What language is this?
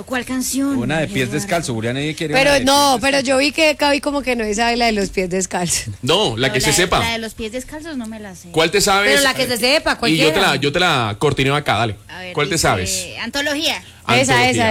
Spanish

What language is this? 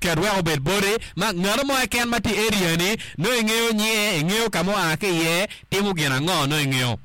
Acoli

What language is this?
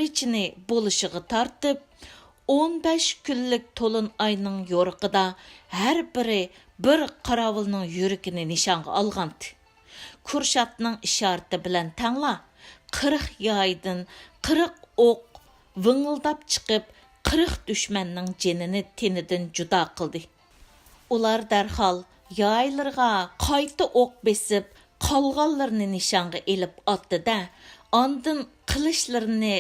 Uyghur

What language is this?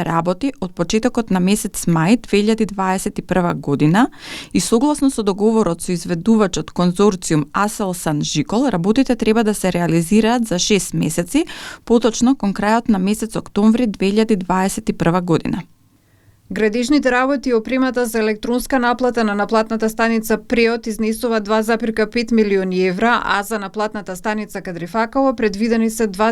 Macedonian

